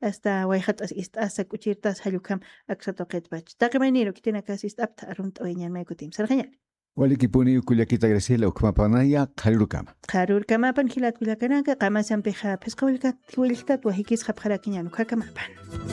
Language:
Aymara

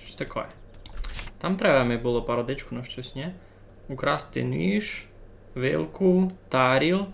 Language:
Rusyn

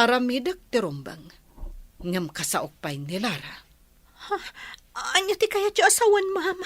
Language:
Iloko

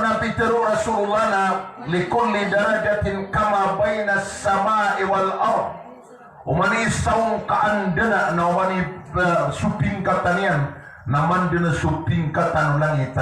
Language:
Maranao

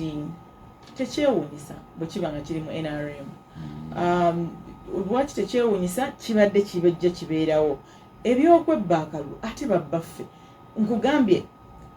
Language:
Ganda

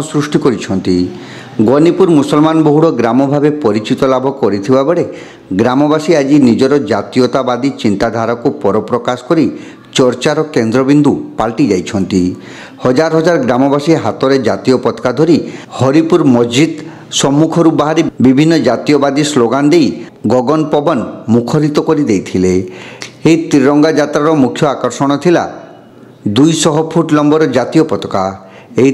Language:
Odia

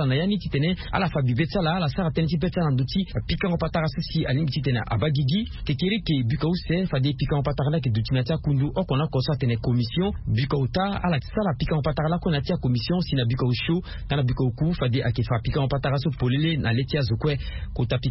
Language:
Sango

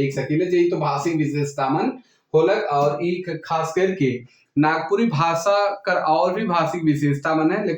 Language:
Sadri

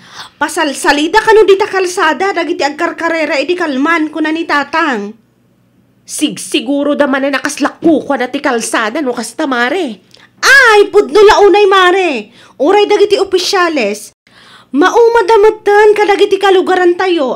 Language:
Iloko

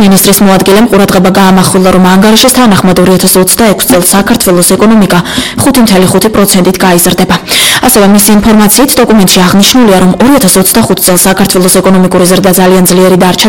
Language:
Georgian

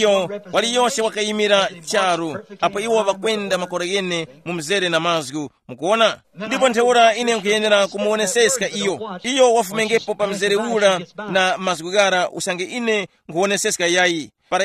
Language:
Tumbuka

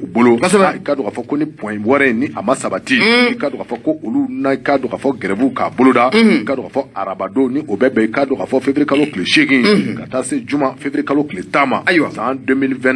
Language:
Bambara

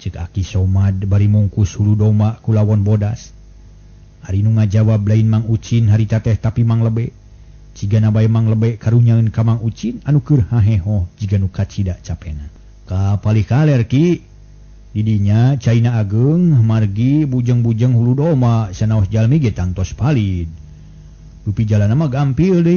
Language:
Sundanese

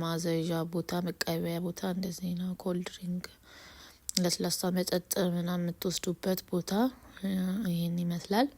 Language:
Amharic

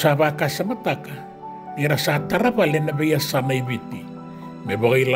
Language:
Fijian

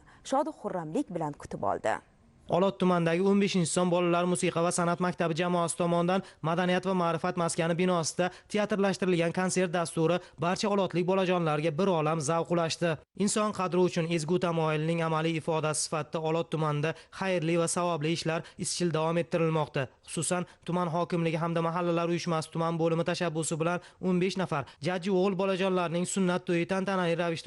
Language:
Uzbek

